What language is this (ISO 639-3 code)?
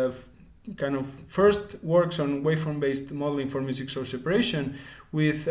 eng